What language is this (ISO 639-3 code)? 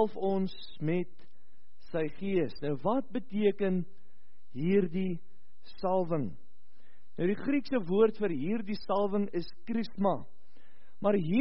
afr